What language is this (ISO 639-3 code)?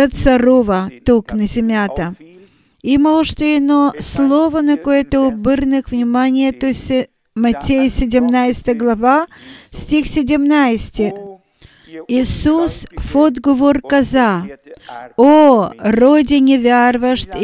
bul